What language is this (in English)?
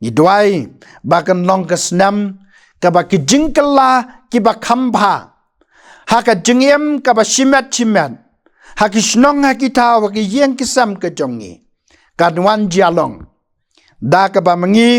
Khasi